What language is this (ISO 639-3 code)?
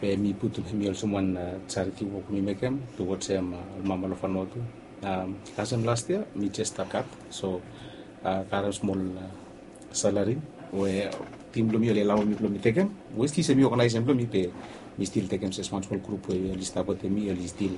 bis